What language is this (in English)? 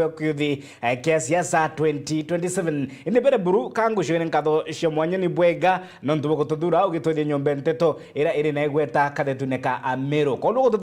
Meru